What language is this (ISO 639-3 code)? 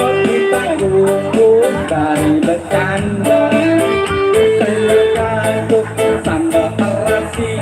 bew